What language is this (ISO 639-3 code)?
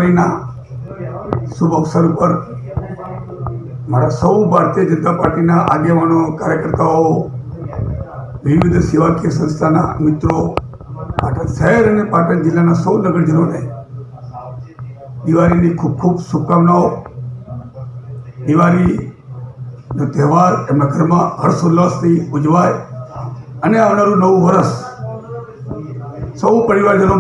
guj